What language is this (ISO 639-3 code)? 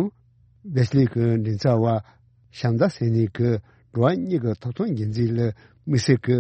bod